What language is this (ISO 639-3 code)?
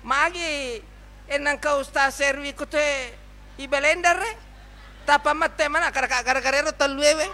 bug